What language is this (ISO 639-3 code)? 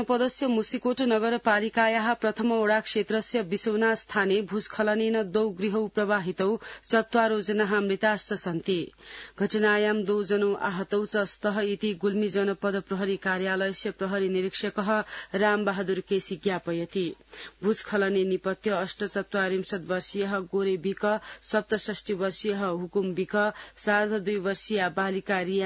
san